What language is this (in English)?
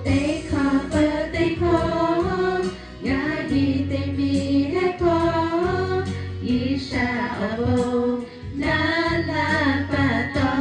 Lahu